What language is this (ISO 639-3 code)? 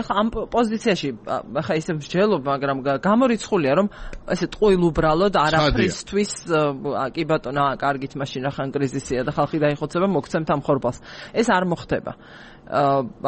kat